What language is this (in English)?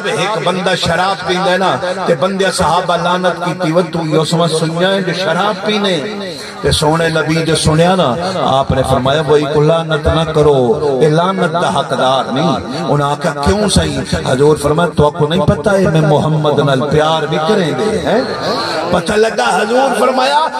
Saraiki